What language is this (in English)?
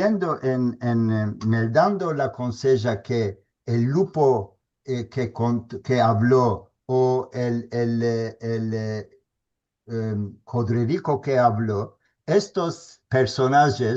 Ladino